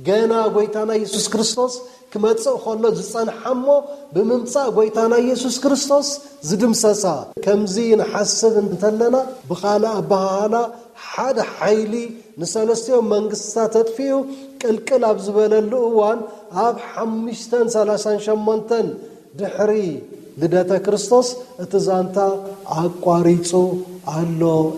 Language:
Tigrinya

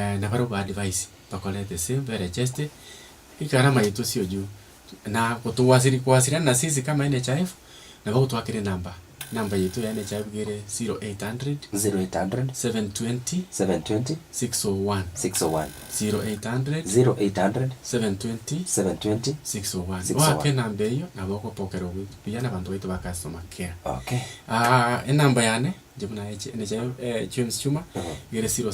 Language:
Gusii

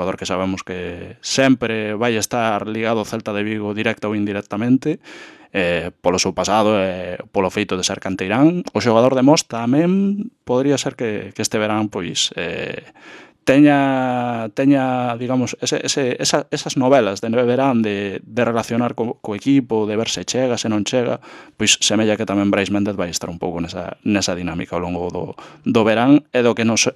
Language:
Galician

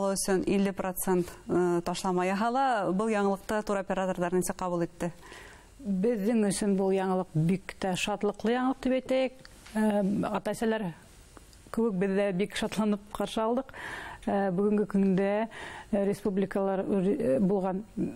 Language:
Bashkir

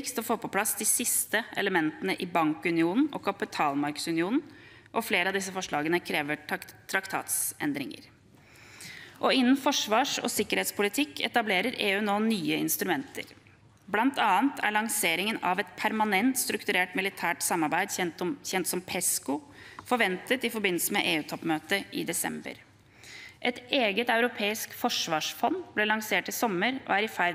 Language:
Norwegian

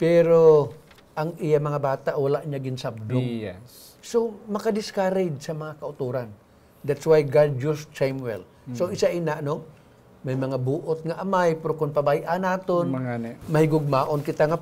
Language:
Hiligaynon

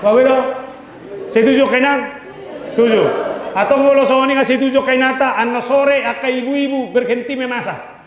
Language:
Batak Toba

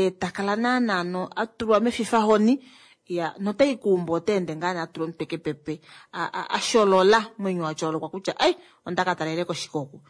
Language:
Kuanyama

